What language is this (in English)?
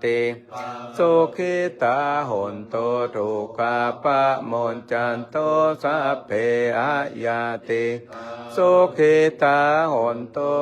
Pali